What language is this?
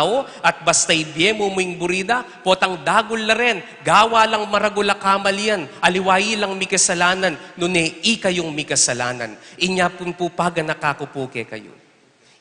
Pampanga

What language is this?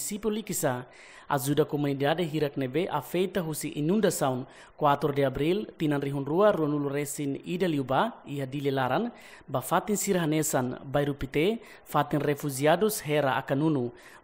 Tetum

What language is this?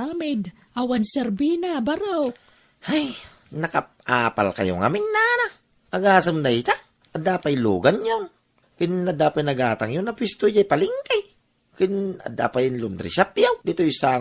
Iloko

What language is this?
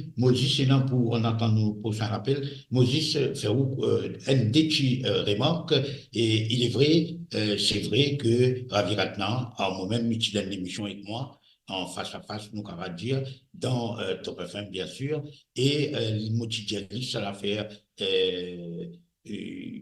Morisyen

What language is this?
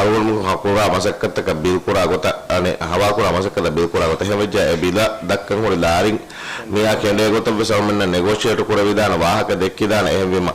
Divehi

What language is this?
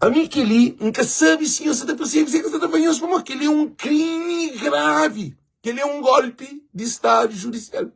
Kabuverdianu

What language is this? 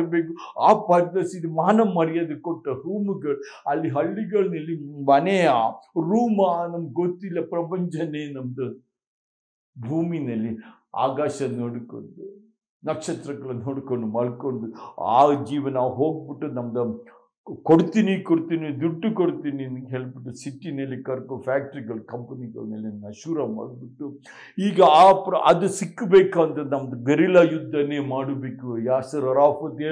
Kannada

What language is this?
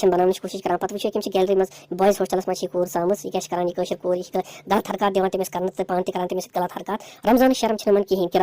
Kashmiri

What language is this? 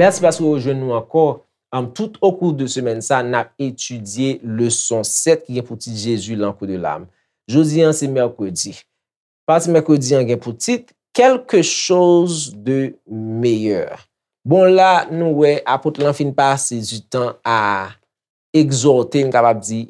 Haitian Creole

